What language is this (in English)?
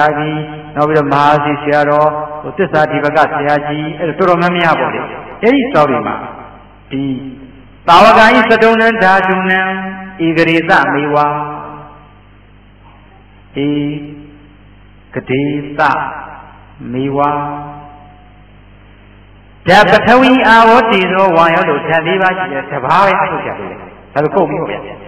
Burmese